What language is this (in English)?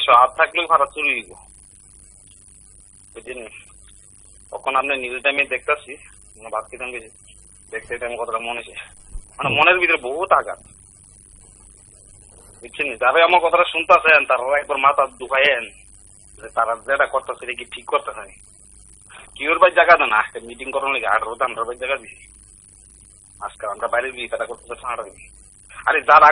Bangla